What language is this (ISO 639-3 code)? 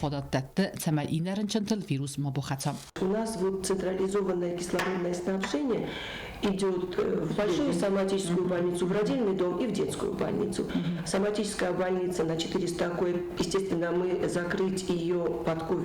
oss